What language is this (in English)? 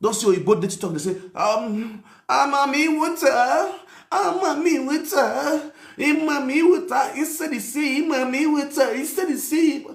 Nigerian Pidgin